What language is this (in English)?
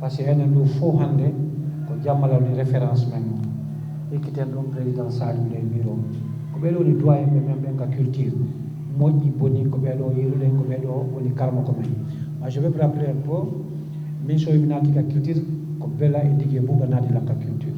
Fula